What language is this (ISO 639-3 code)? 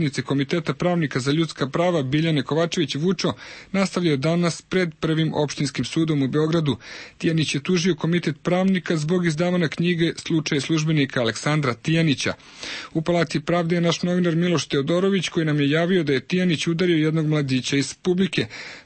srp